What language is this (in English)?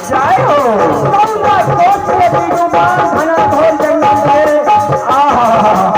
Maithili